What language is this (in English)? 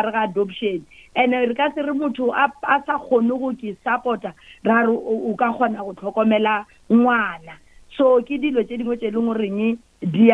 Northern Sotho